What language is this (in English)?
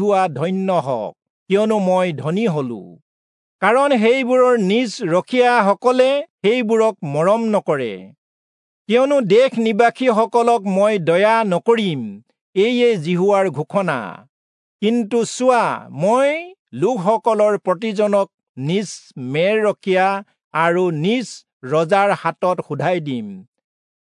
Assamese